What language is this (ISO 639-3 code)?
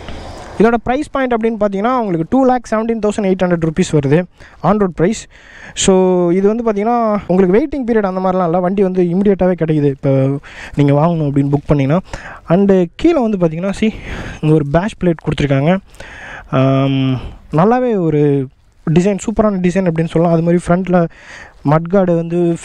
tam